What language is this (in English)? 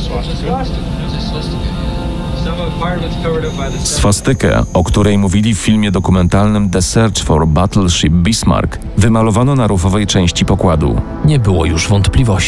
Polish